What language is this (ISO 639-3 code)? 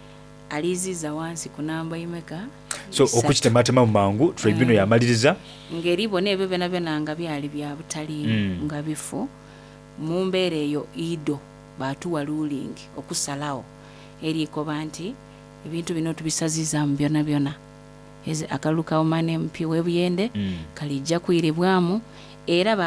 xog